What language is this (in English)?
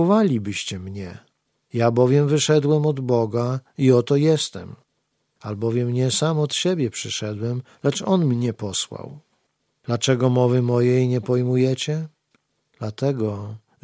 Polish